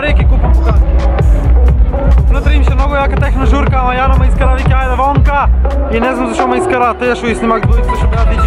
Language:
Macedonian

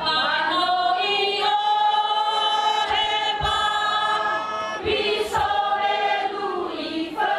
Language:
Nias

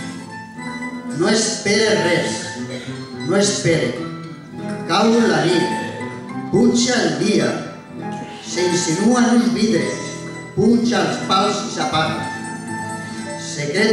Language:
Catalan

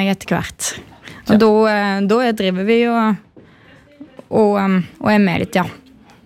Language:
Norwegian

